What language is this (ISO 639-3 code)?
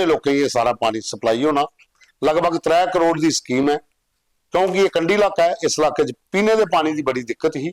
doi